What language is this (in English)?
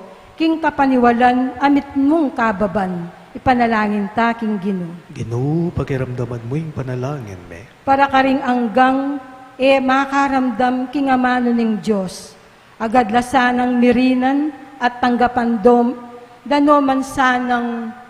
Pampanga